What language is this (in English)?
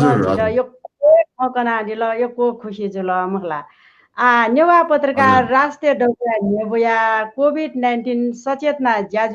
Newari